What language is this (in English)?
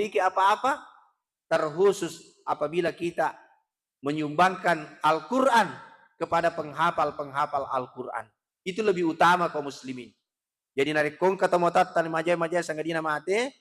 Buginese